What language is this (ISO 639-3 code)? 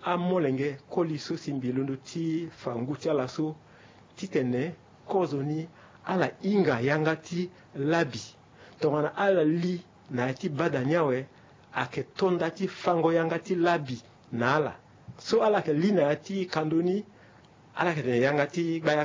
sag